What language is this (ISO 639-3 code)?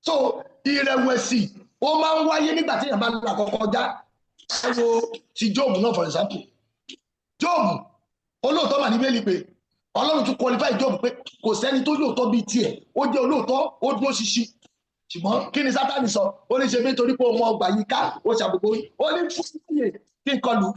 yor